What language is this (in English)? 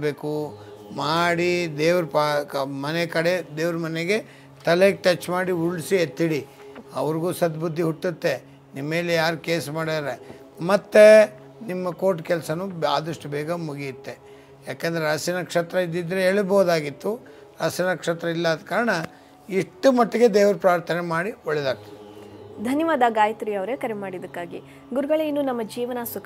Kannada